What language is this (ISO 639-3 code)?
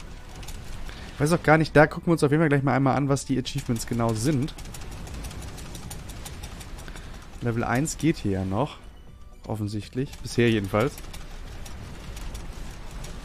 deu